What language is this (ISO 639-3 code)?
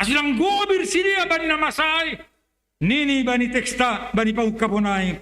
bts